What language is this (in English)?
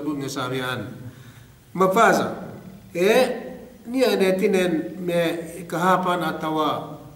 Yakan